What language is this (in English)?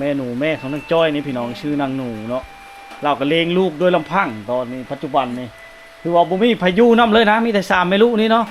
Lao